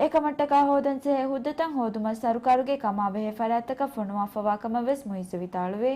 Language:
Divehi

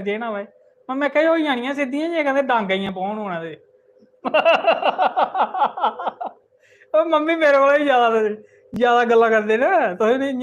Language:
Dogri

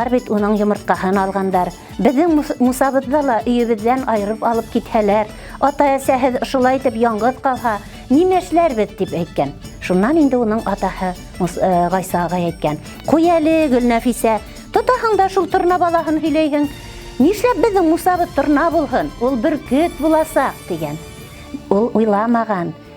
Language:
Bashkir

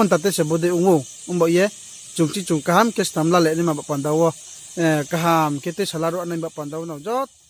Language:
Riang (India)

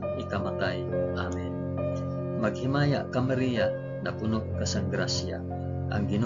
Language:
Hiligaynon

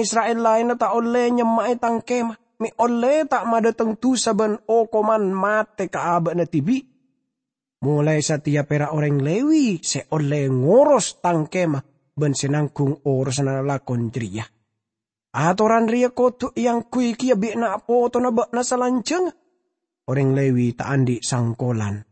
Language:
Madurese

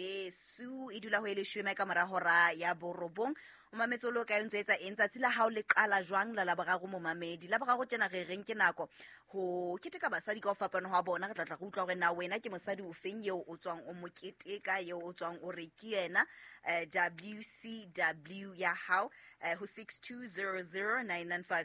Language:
Southern Sotho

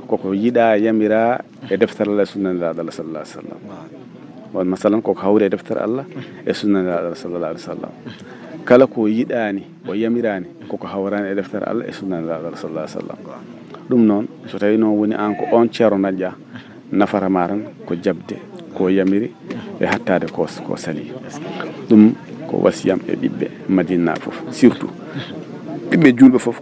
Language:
Fula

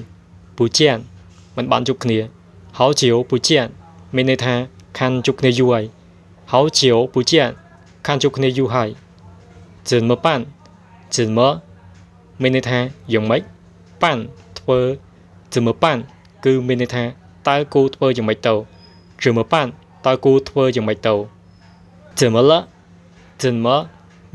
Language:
Khmer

